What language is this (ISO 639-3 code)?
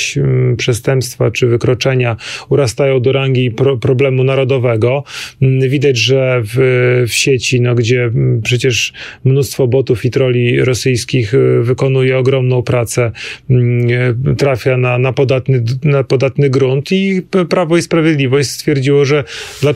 pol